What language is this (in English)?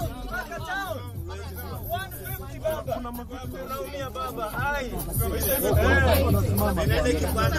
Swahili